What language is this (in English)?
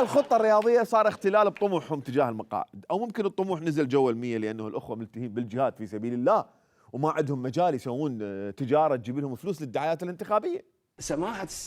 Mesopotamian Arabic